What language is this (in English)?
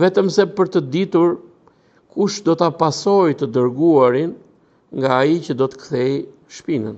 Albanian